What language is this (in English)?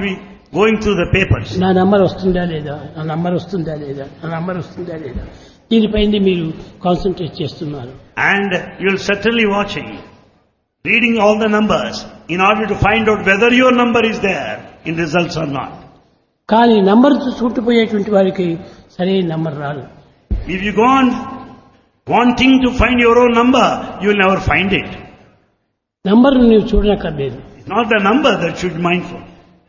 Telugu